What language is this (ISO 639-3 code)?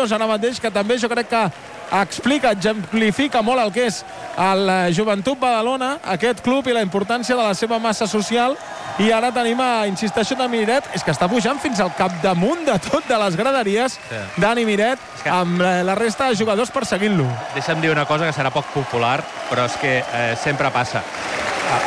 cat